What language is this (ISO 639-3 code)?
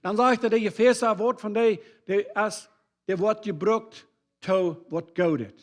pdt